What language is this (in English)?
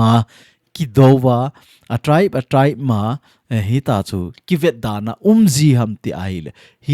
Thado Chin